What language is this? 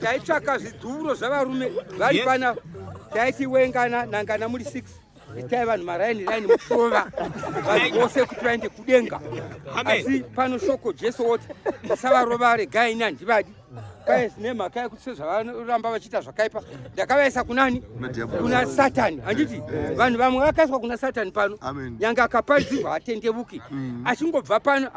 Shona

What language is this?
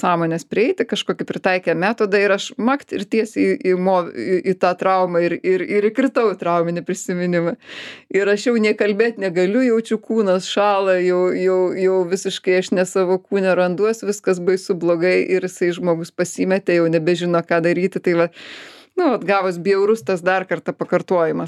Lithuanian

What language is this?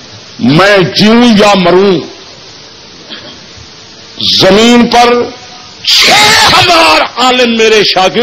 Urdu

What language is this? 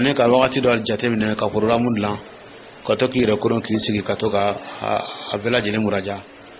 Dyula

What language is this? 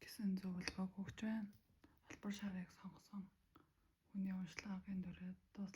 Mongolian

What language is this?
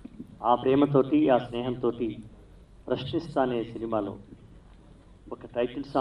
Telugu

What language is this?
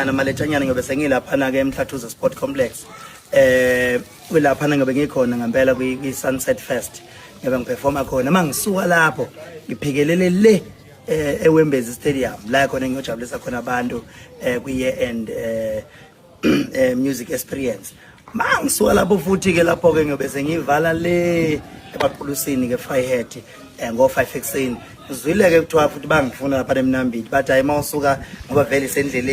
Zulu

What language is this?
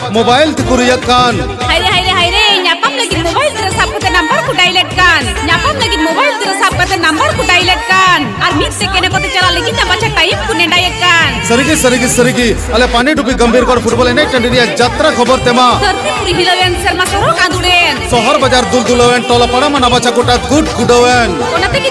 Santali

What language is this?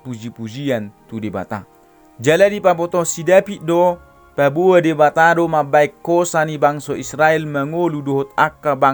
Batak Toba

